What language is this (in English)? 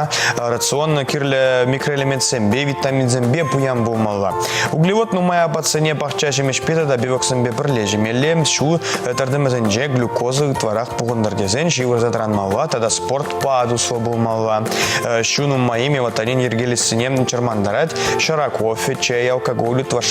Chuvash